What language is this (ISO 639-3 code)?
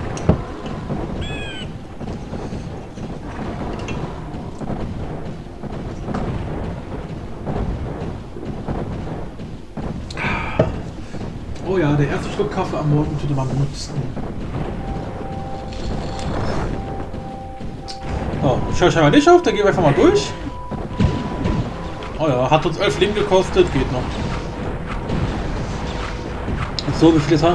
deu